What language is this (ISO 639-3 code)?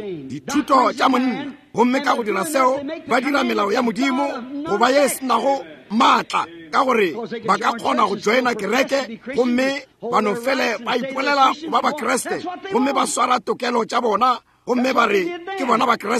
nso